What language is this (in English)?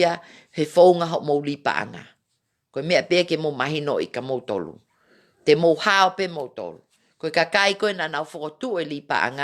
Tongan